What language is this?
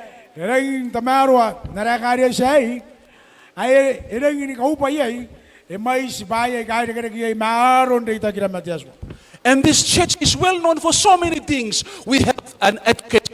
Gilbertese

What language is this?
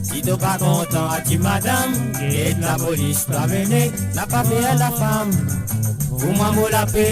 Morisyen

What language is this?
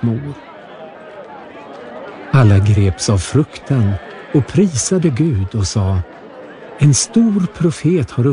Swedish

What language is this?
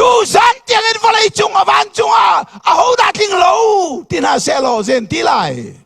Hakha Chin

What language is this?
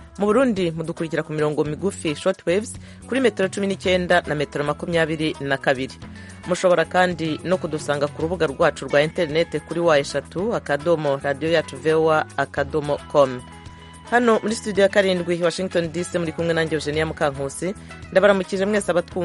Kinyarwanda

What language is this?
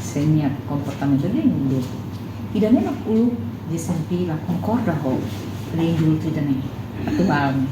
Tetum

